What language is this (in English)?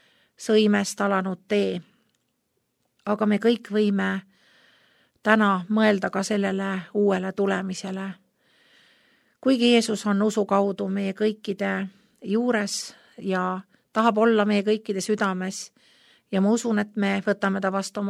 Estonian